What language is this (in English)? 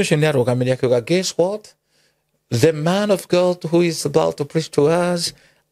Kikuyu